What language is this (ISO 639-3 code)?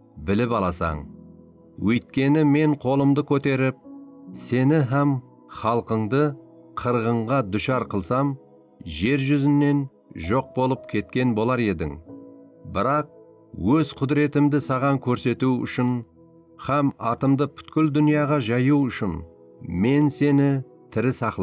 kaa